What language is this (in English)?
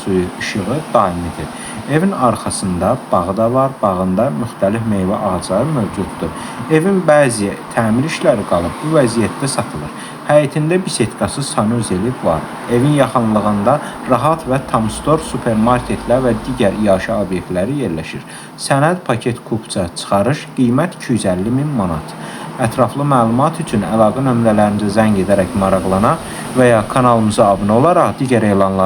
Azerbaijani